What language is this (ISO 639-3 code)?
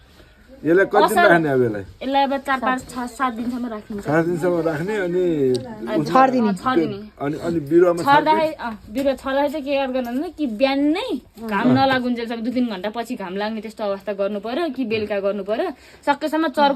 nep